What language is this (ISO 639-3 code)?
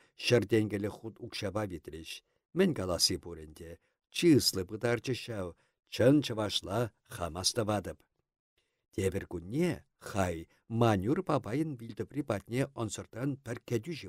chv